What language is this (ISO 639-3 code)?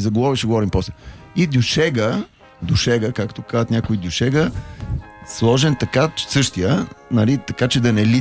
bul